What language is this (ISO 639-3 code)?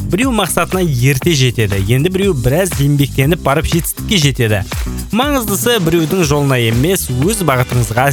kaz